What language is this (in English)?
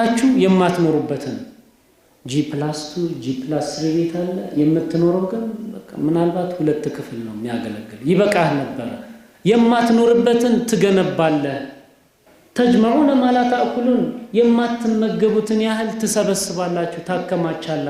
Amharic